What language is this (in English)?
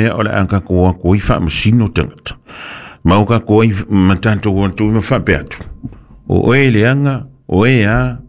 Samoan